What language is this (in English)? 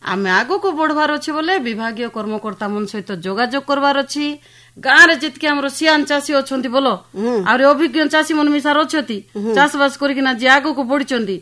Odia